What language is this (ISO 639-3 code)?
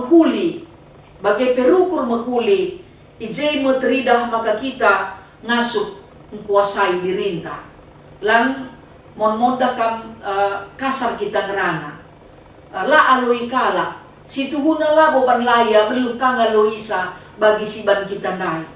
btx